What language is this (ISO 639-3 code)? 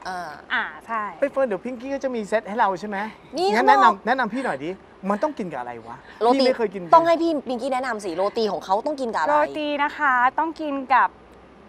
tha